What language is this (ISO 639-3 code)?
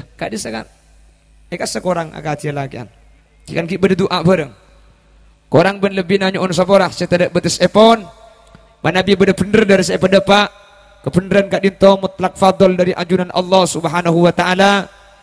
mad